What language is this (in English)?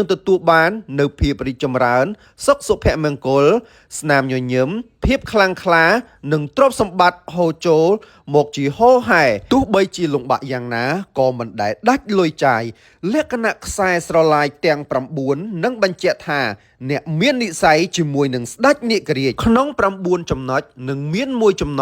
Khmer